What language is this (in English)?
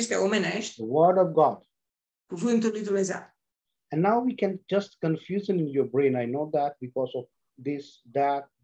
Romanian